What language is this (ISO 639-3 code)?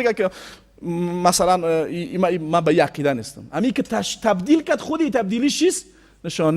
fas